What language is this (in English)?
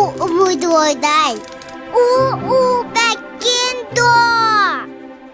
Yakut